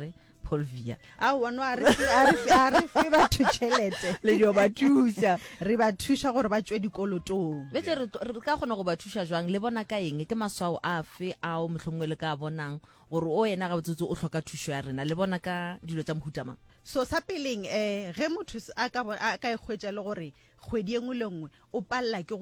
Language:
Northern Sotho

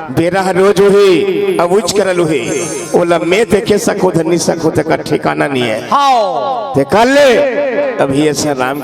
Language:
Chhattisgarhi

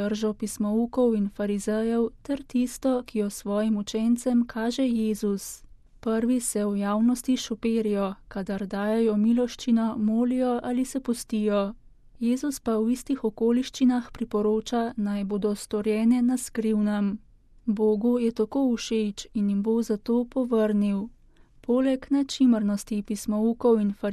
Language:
Slovenian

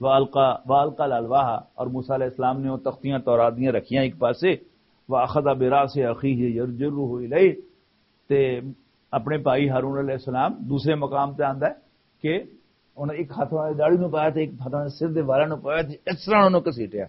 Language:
Western Panjabi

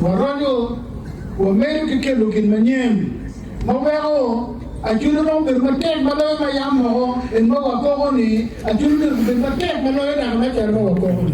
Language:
Acoli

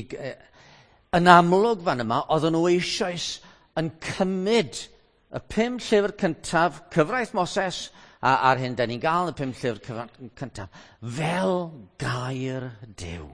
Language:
Welsh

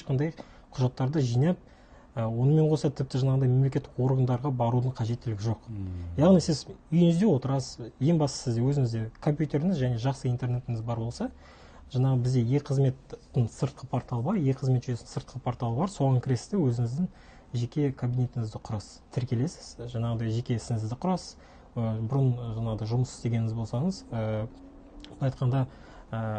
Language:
Kazakh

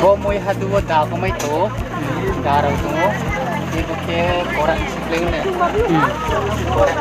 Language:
Riang (India)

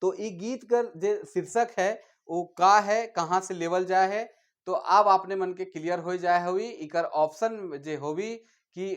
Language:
Sadri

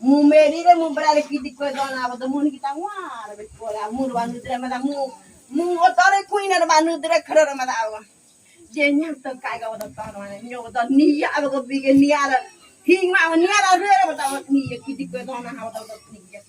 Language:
Ngäbere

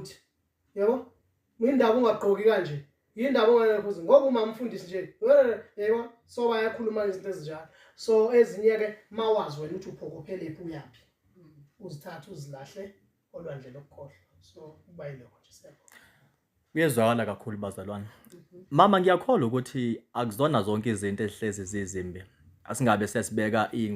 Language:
Zulu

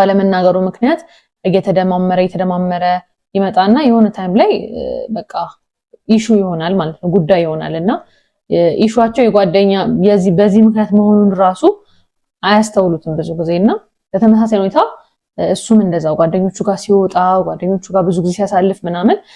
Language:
Amharic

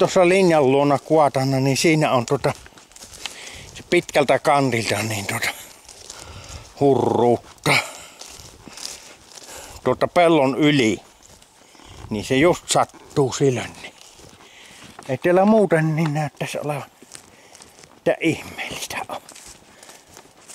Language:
Finnish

